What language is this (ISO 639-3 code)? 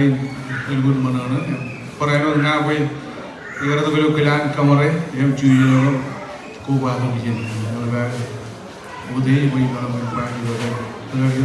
mah